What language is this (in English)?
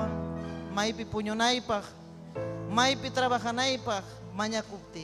Ayacucho Quechua